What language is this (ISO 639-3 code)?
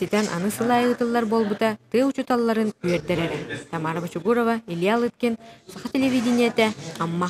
sah